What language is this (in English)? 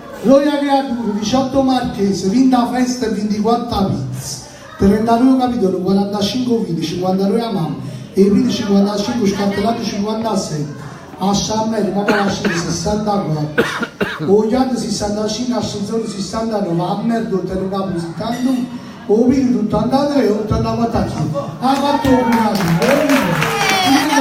Neapolitan